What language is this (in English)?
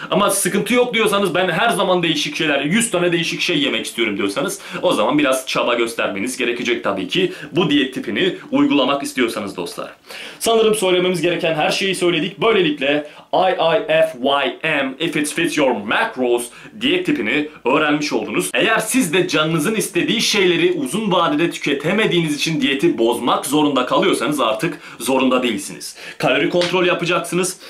Turkish